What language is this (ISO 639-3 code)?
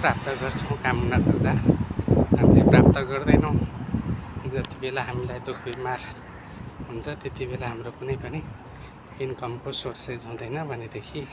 nep